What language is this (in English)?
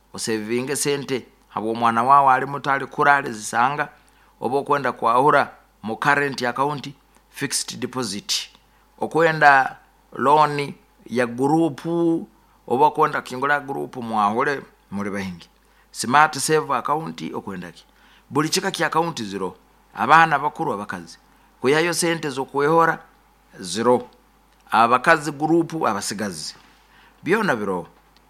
Nyoro